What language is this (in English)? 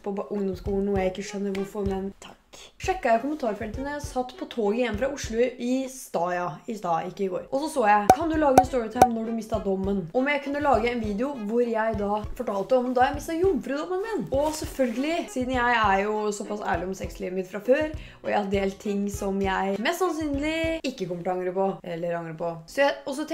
Norwegian